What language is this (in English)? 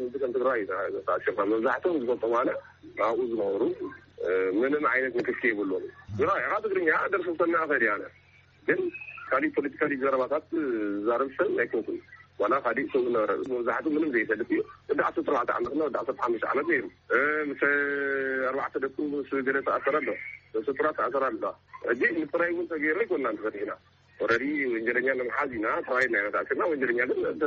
Tigrinya